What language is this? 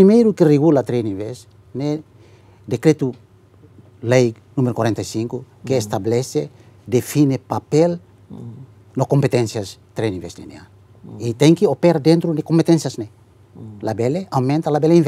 Tetum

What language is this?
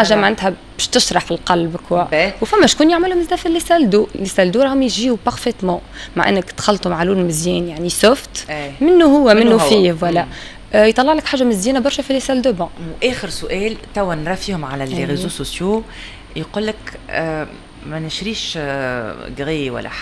Tunisian Arabic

